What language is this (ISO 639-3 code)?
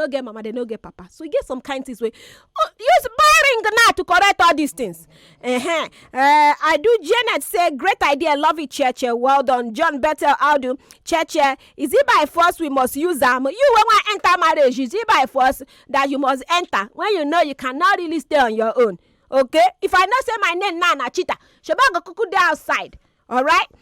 pcm